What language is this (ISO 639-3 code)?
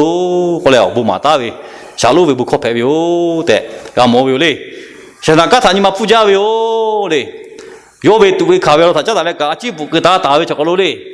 lhu